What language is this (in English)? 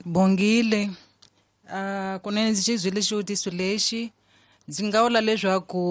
Tsonga